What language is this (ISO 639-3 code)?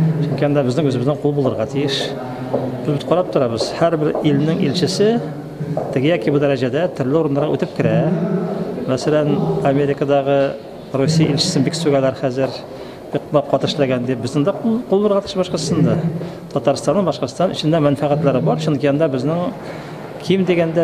tat